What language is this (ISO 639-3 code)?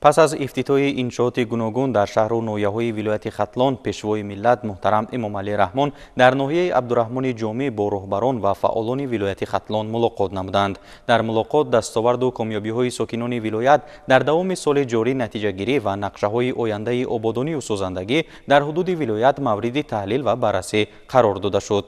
tgk